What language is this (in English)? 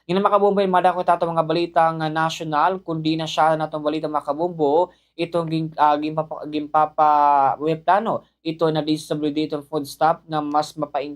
Waray